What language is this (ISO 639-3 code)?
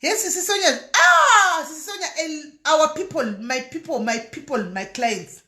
sna